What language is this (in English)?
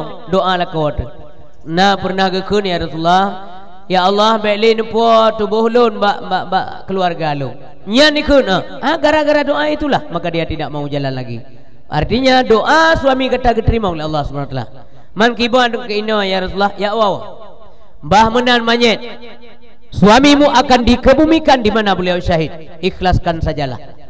Achinese